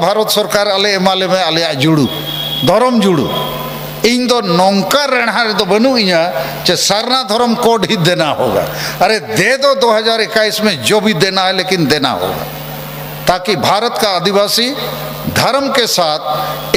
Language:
Santali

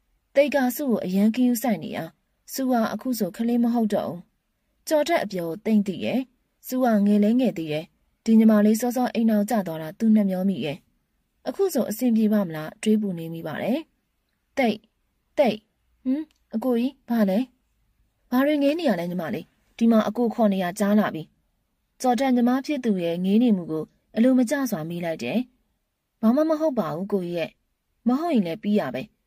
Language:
Burmese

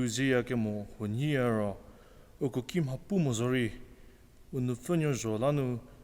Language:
Angami Naga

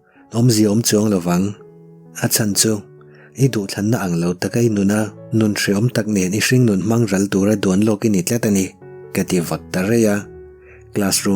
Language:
Mizo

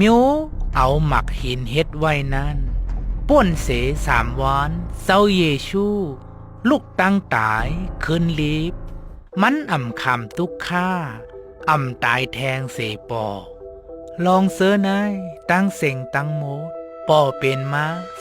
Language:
Shan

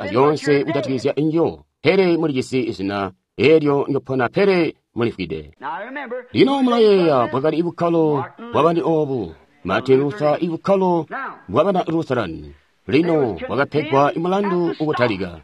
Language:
Tonga (Zambia)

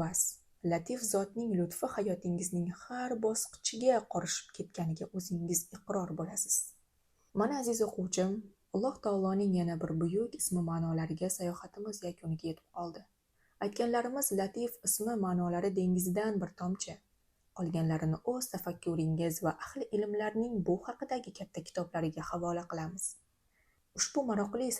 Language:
Uzbek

